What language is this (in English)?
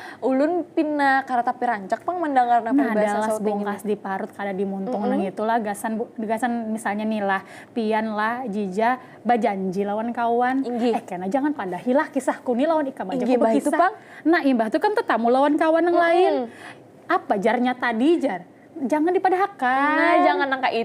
Banjar